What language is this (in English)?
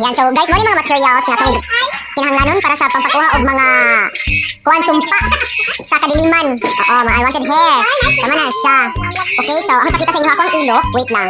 Cebuano